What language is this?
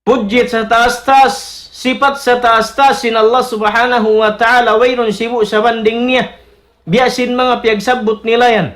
Tausug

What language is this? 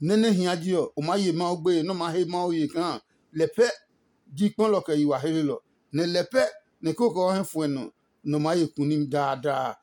Adangme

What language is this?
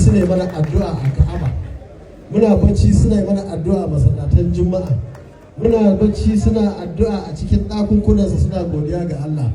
Hausa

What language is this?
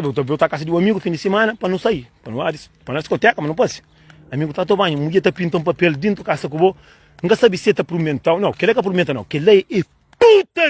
Kabuverdianu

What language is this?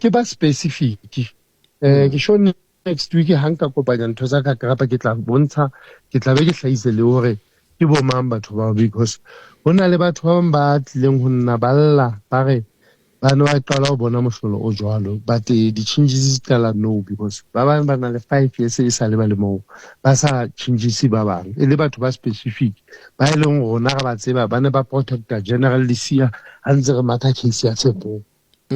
Southern Sotho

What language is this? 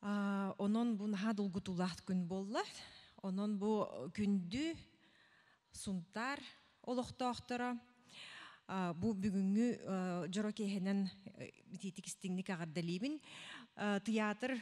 Yakut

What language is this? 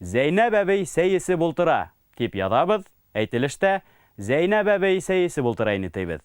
Bashkir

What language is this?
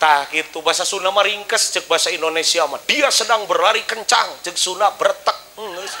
Sundanese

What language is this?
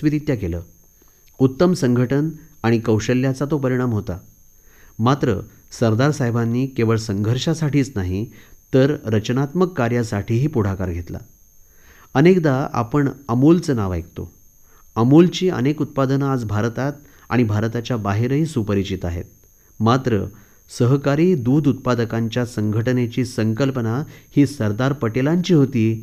Marathi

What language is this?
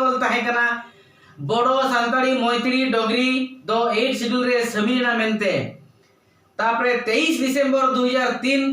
Santali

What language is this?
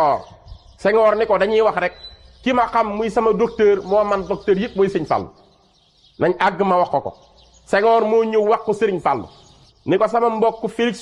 Wolof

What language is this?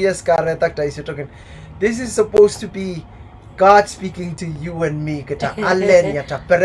Pohnpeian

